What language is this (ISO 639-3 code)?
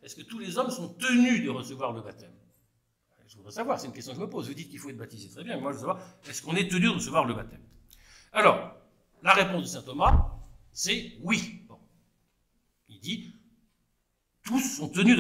fra